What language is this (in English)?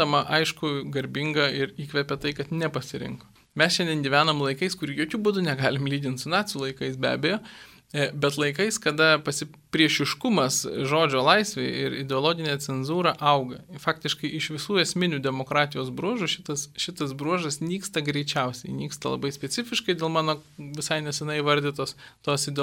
Lithuanian